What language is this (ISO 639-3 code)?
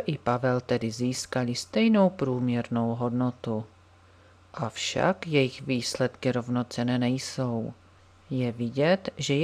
ces